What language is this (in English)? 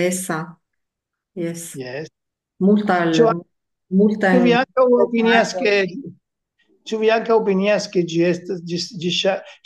Esperanto